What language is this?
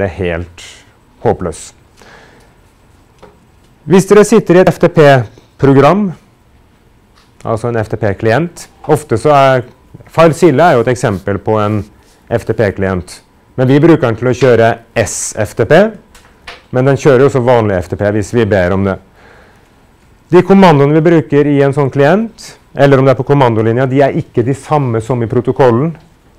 Norwegian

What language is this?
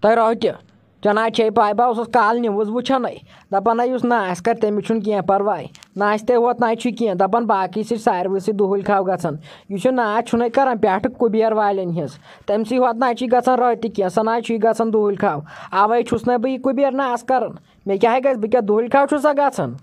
Kashmiri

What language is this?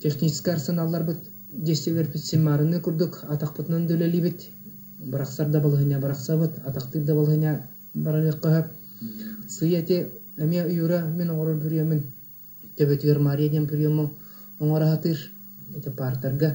Yakut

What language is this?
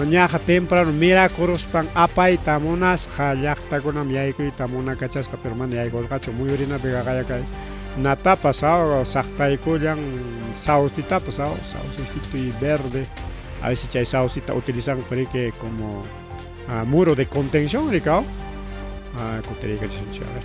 Ayacucho Quechua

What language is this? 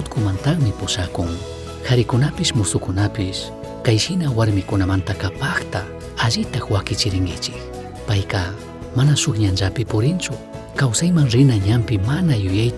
Chimborazo Highland Quichua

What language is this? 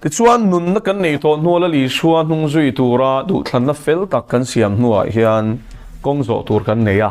Mizo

